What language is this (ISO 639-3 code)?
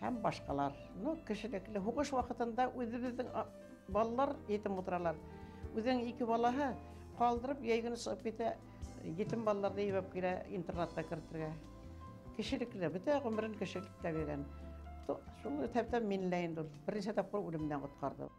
bak